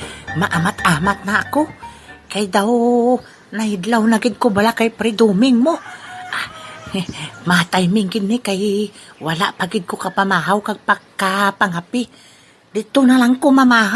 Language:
Hiligaynon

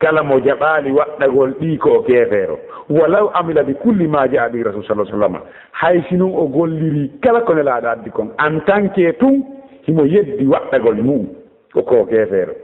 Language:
Fula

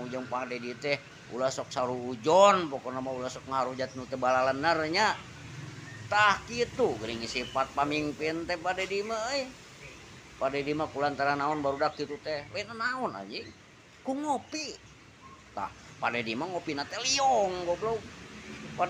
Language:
Sundanese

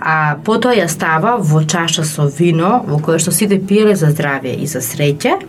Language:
Macedonian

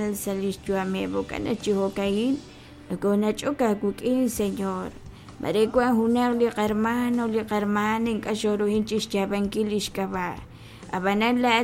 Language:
Kekchí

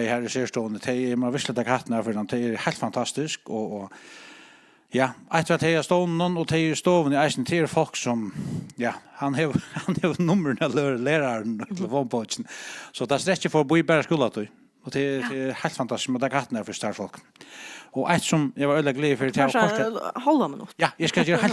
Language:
Faroese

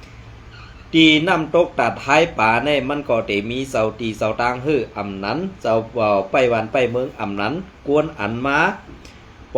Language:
Shan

